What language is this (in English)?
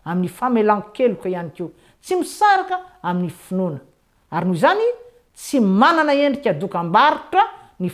Malagasy